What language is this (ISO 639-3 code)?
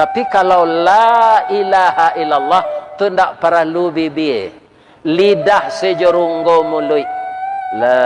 min